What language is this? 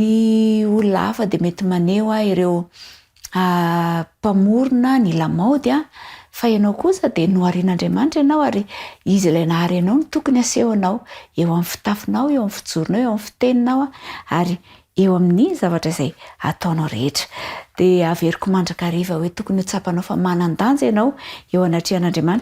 Malagasy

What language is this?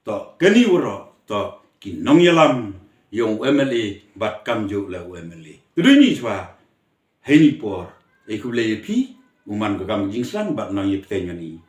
Khasi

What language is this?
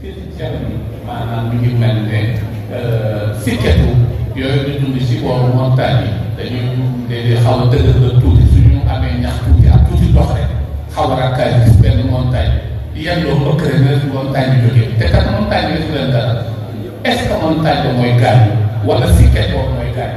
Wolof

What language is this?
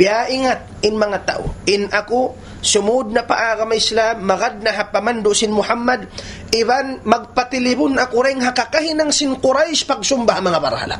Tausug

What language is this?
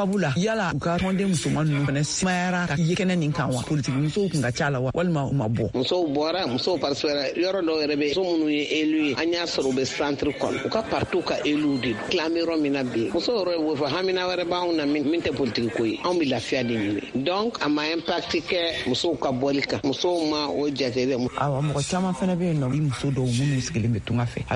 Bambara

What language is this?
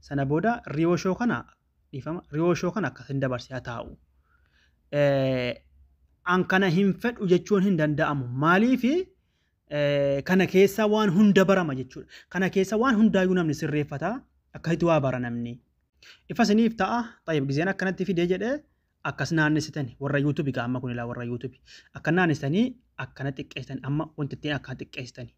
Oromo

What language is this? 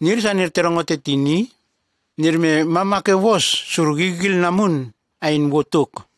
Nume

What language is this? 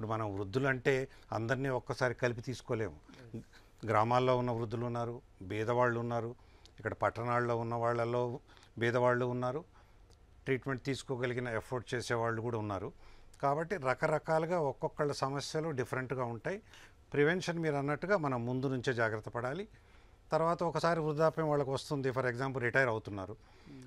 Telugu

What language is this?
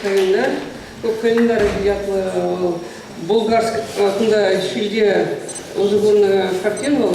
Chuvash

